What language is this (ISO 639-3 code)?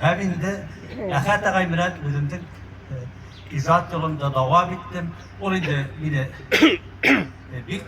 tat